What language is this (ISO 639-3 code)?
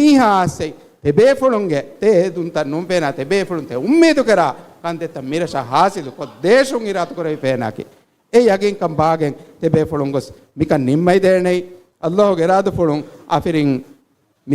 div